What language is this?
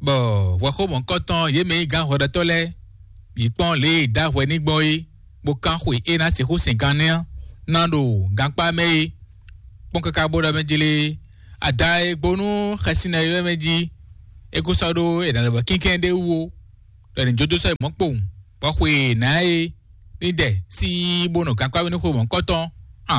Fon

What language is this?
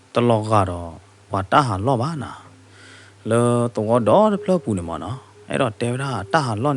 S'gaw Karen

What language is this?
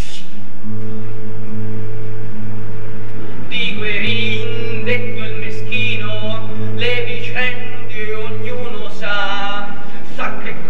Italian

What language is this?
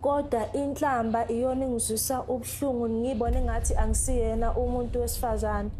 Zulu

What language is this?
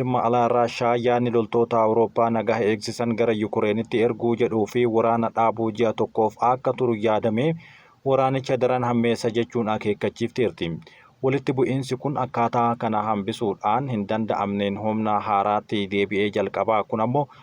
Oromo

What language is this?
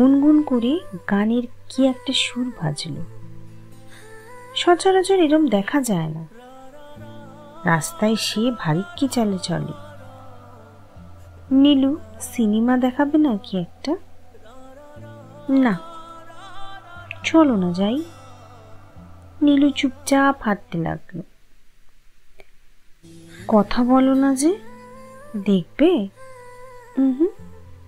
Bangla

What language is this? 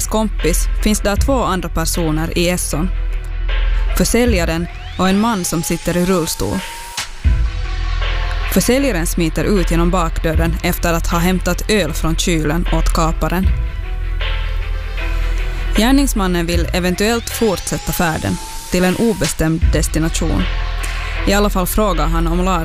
Swedish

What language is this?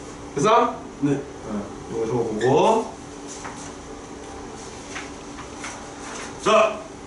Korean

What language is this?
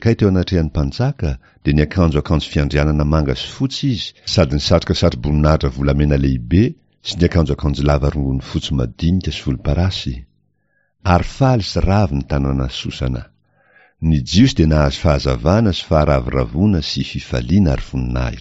Malagasy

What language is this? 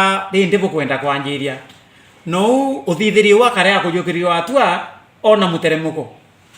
Meru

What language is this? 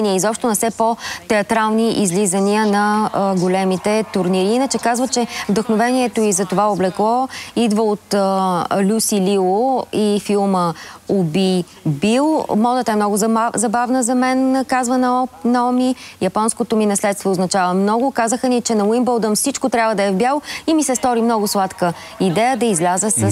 Bulgarian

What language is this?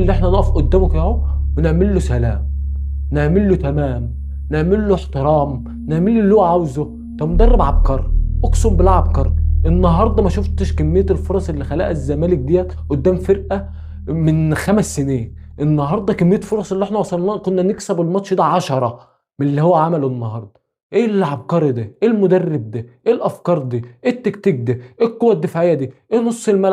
Egyptian Arabic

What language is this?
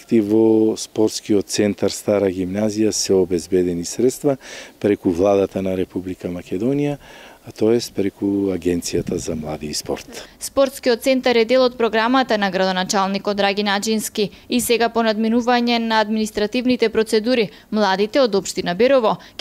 Macedonian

